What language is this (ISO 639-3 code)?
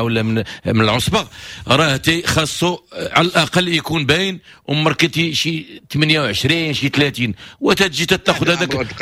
ary